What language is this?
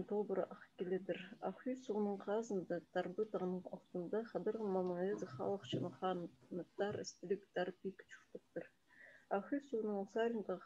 Khakas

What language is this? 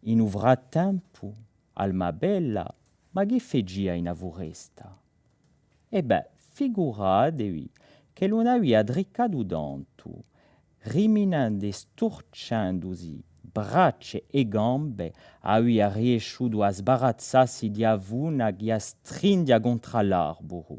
Corsican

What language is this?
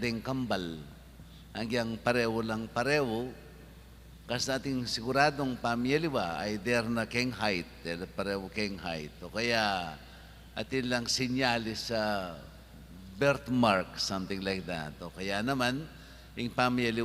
Pampanga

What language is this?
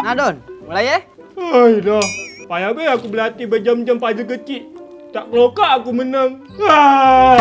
Musi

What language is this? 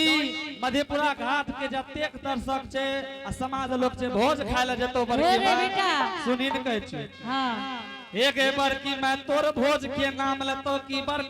Angika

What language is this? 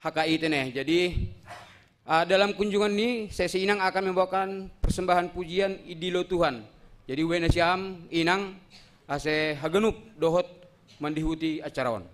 Batak Simalungun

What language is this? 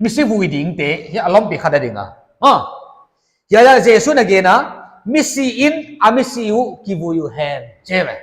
Paite Chin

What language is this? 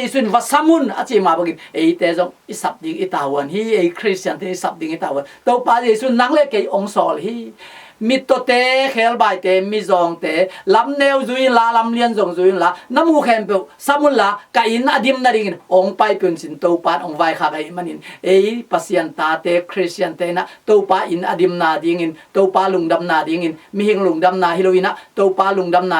Tedim Chin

